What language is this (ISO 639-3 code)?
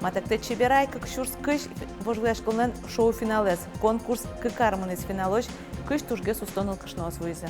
udm